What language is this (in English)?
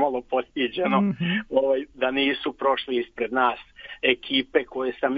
Serbian